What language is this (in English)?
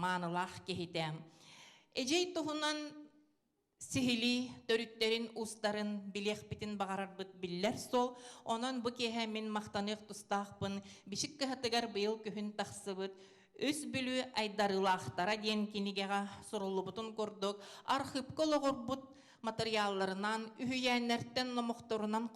Yakut